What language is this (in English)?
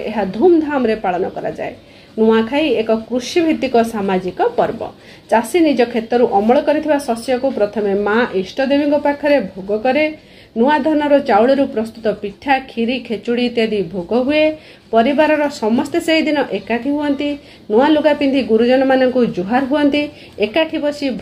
Odia